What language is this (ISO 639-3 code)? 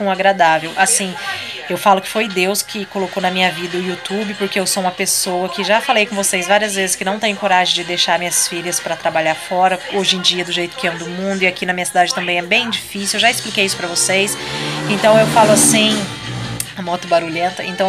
por